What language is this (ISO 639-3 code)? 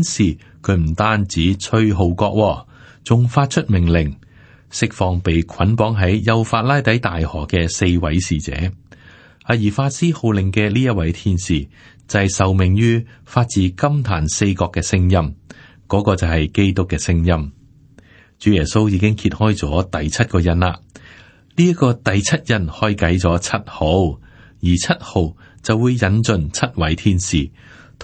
yue